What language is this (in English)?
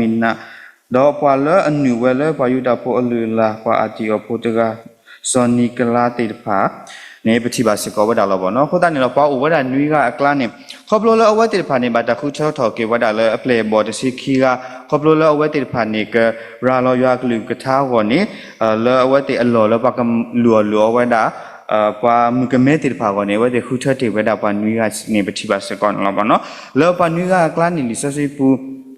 S'gaw Karen